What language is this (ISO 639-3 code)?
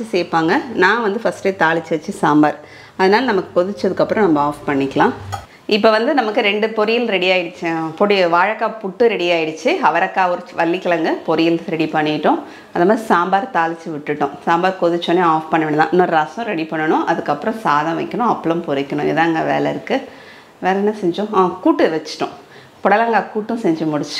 tam